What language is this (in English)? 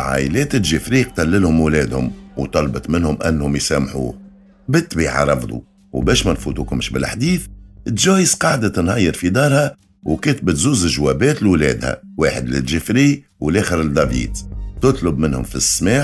Tunisian Arabic